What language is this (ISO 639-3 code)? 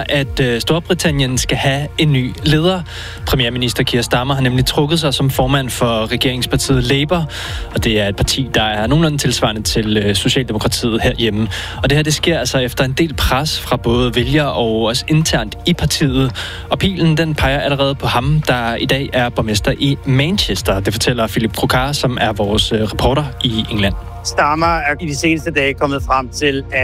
dan